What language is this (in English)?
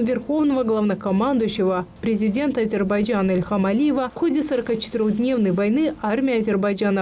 Russian